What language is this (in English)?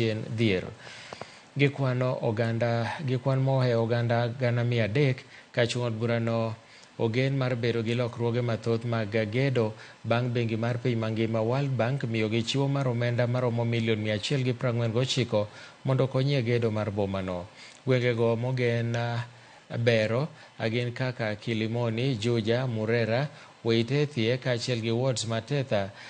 Luo (Kenya and Tanzania)